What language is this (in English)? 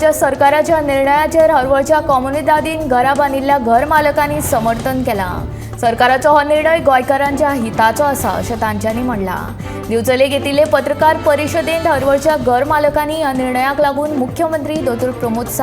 Konkani